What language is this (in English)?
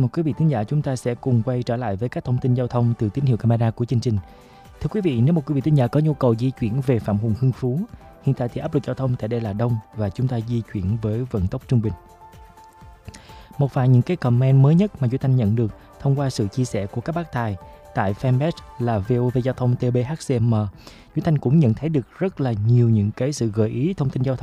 Vietnamese